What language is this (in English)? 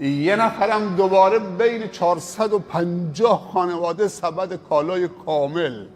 Persian